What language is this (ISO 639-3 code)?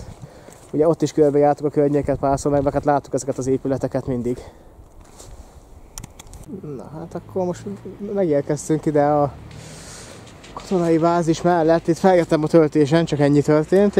hun